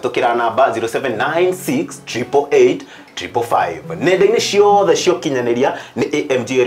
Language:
Kikuyu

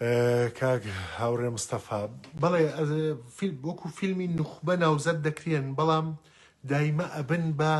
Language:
Central Kurdish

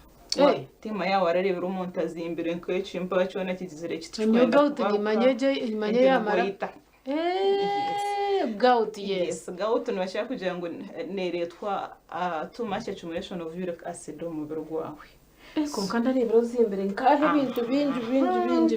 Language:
Nyankole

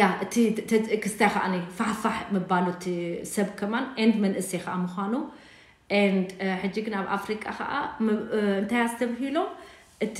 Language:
Tigrinya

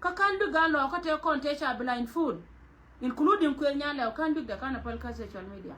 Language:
Nuer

